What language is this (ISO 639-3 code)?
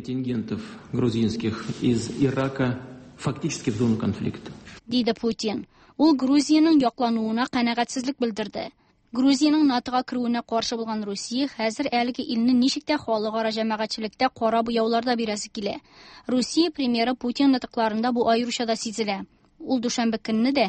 tat